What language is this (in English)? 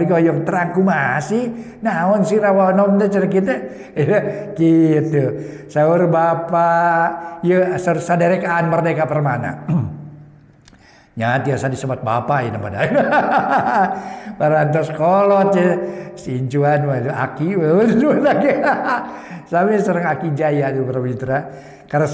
Sundanese